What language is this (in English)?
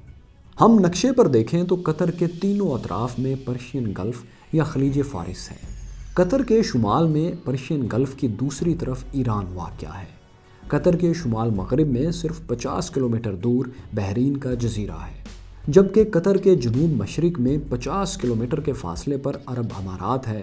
Urdu